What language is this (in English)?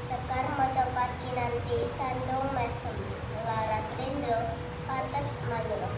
Javanese